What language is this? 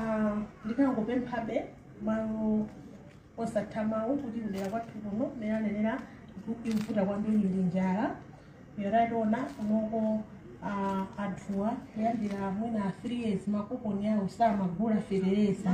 Nyanja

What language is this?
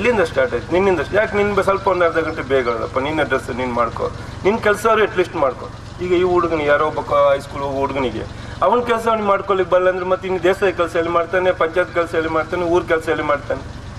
Kannada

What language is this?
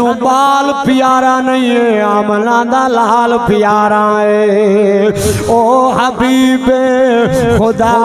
Saraiki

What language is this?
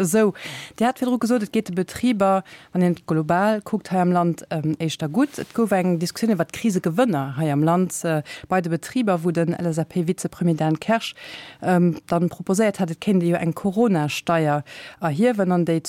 Luxembourgish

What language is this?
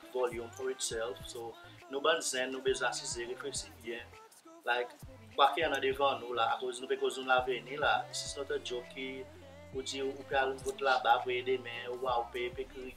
Seselwa Creole French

